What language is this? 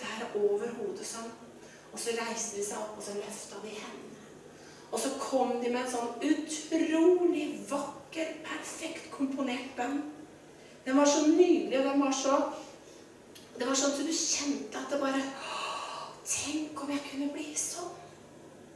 Norwegian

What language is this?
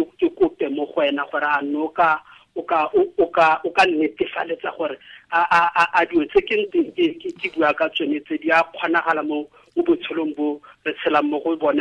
Tswana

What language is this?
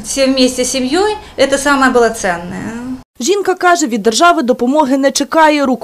Ukrainian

